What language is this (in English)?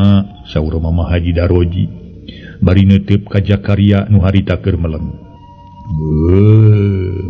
Sundanese